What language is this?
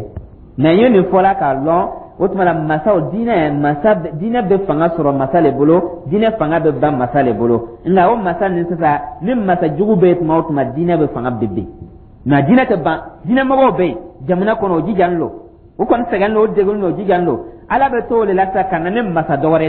Dyula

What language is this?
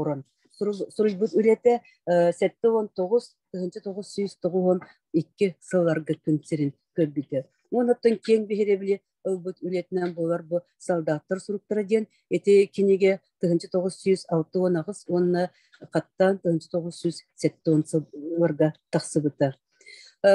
Yakut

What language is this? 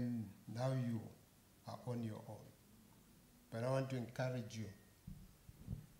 English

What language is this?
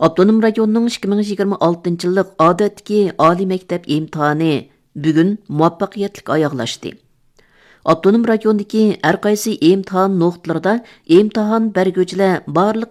Uyghur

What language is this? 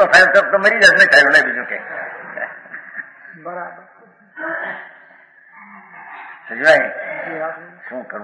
Gujarati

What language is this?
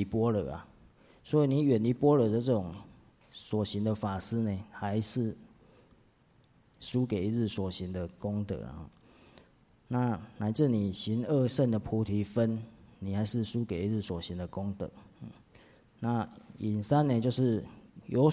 Chinese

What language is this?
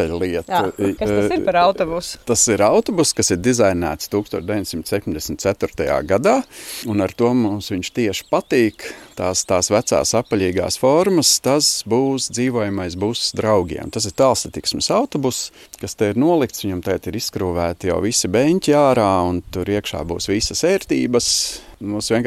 Latvian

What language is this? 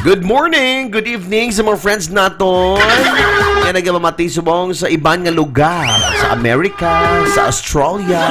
Hiligaynon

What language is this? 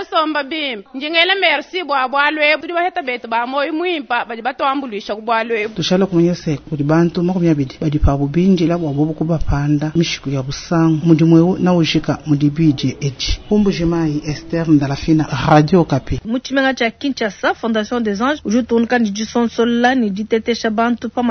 Luba-Lulua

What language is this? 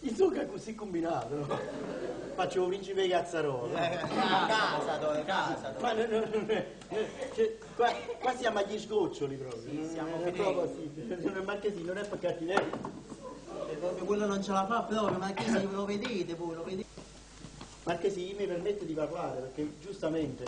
Neapolitan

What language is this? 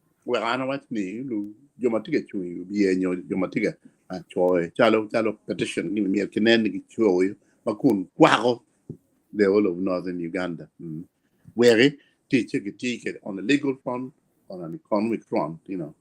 Acoli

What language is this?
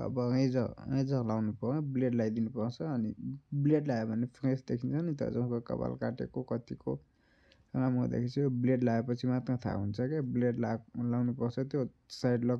Nepali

